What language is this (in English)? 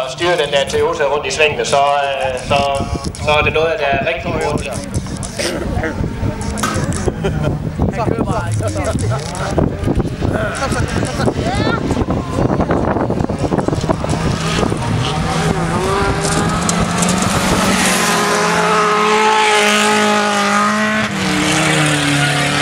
Danish